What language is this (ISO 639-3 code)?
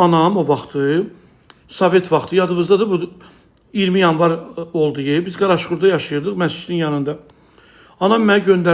aze